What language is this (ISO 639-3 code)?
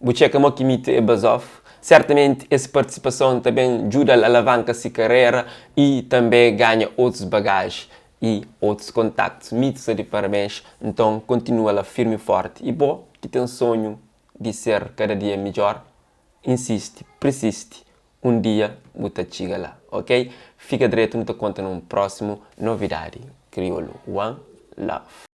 kea